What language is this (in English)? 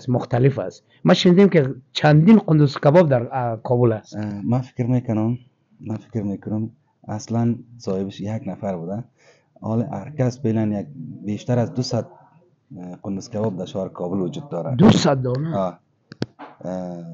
Persian